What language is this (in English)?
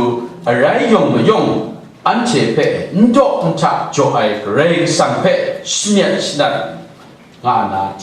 Kachin